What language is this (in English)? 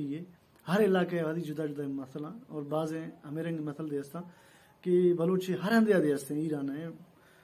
Baluchi